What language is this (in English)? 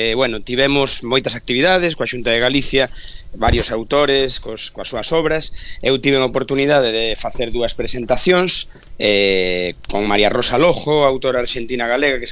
Galician